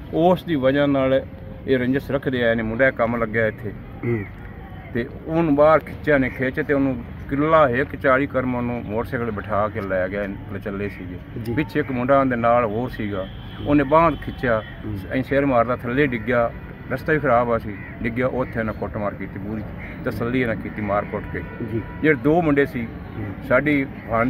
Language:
Punjabi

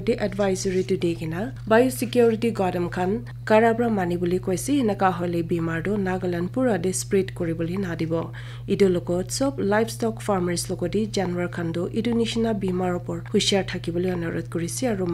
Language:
Naga Pidgin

